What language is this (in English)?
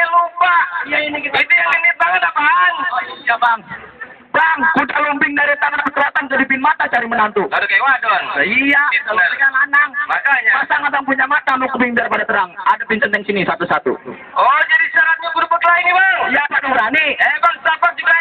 Betawi